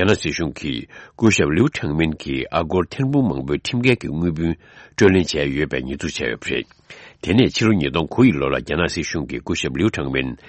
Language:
Tibetan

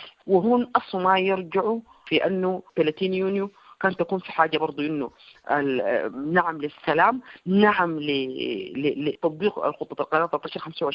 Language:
Sudanese Arabic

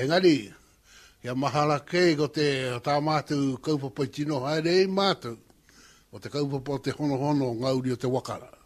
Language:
Māori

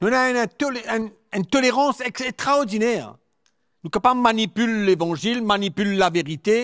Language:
Morisyen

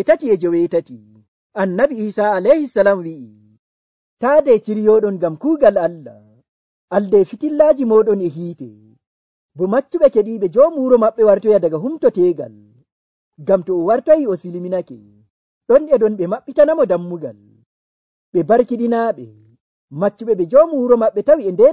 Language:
Nigerian Fulfulde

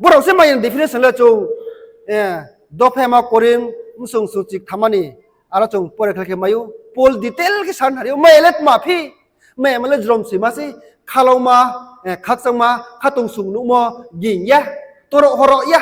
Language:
Riang (India)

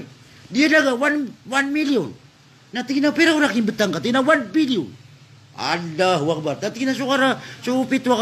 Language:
Maranao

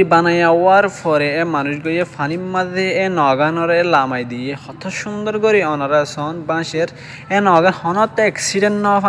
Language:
Rohingya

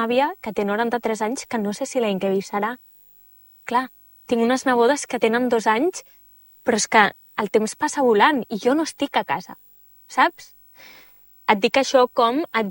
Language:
Catalan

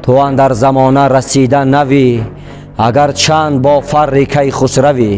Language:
Tajik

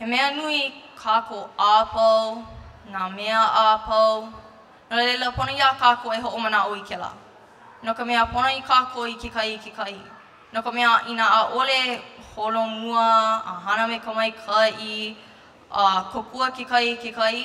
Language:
Hawaiian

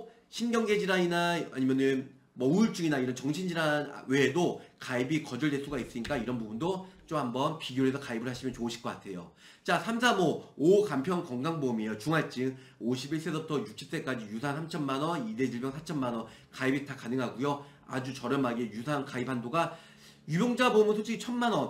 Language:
Korean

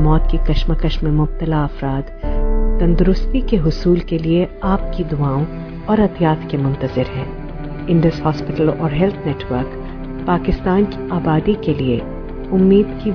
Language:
Urdu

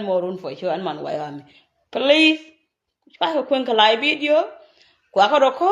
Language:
Nuer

